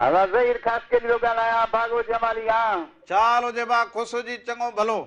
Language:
Sindhi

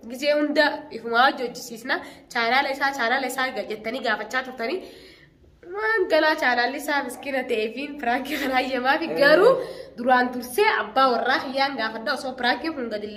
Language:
Oromo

